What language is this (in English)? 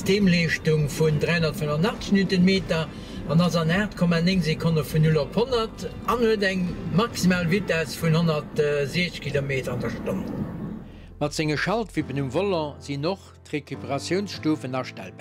Luxembourgish